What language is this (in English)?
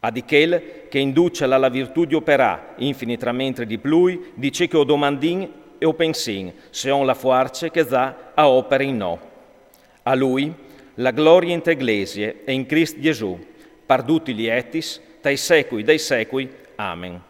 Friulian